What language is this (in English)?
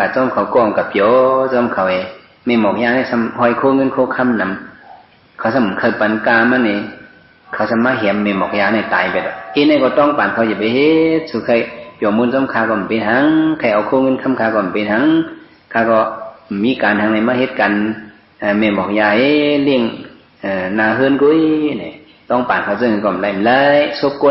Shan